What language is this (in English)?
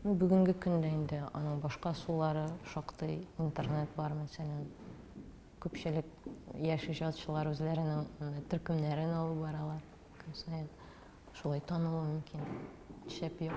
Tatar